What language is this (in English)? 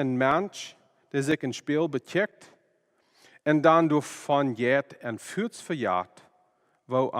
Plautdietsch